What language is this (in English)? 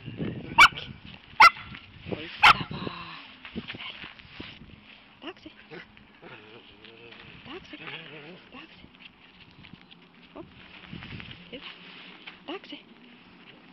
Finnish